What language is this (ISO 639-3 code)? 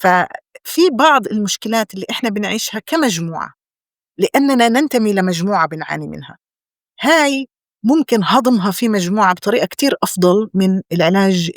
apc